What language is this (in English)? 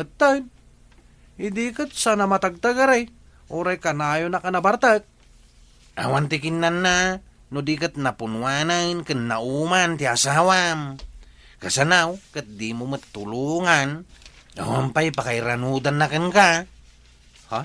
Iloko